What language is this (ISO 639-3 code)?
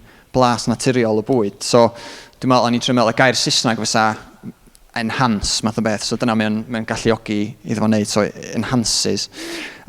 cym